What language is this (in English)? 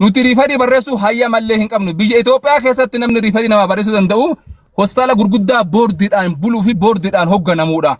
Oromo